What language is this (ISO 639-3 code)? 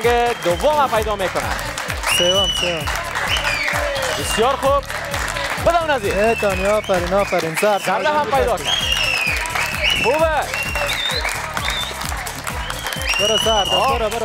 fas